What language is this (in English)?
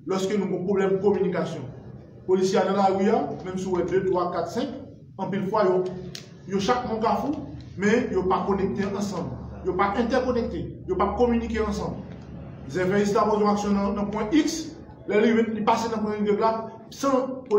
Haitian Creole